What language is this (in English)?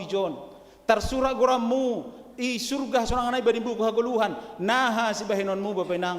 Batak Simalungun